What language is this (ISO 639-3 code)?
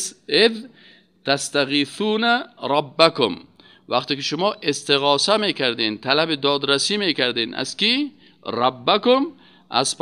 fas